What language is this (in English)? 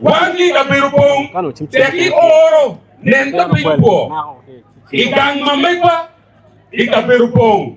Acoli